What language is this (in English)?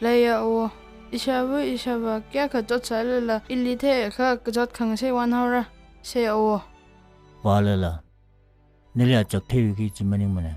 Tangkhul Naga (India)